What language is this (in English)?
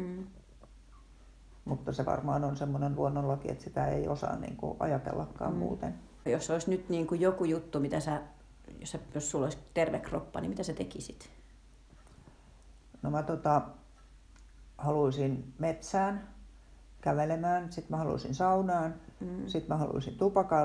Finnish